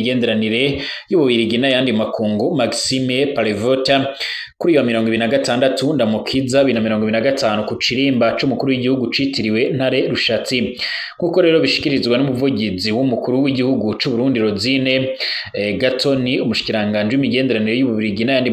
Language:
Rundi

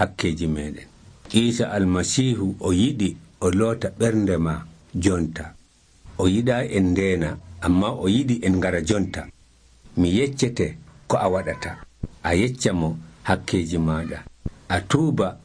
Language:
Nigerian Fulfulde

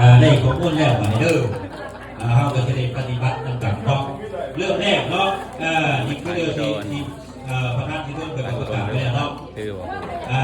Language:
Pali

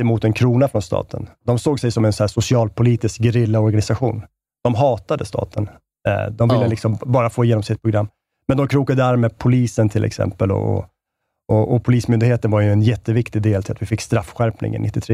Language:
Swedish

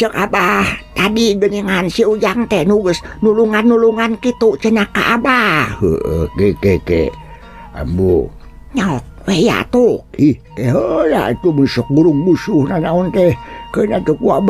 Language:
Sundanese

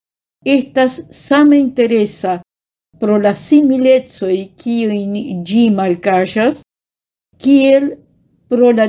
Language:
Esperanto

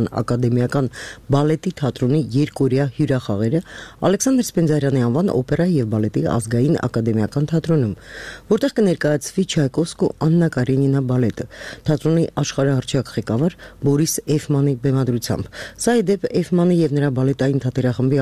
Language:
Armenian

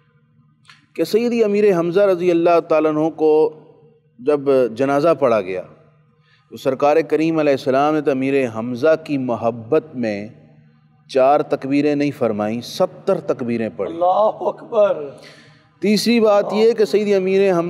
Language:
Urdu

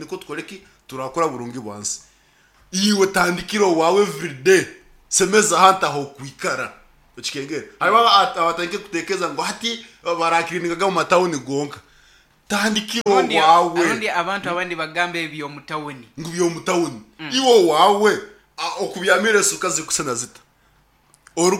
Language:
Nyankole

